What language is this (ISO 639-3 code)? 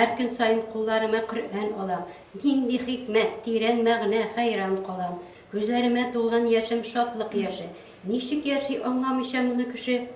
tat